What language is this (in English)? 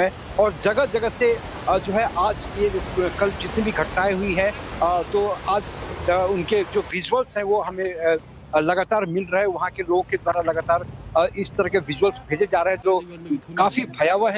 Hindi